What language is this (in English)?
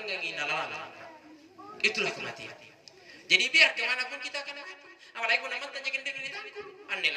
Makasar